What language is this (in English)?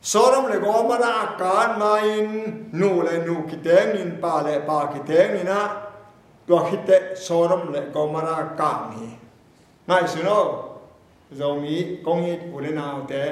Tedim Chin